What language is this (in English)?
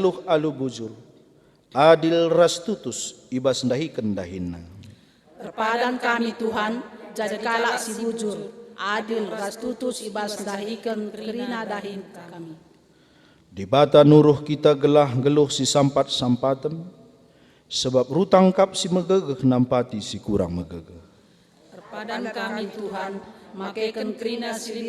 Batak Karo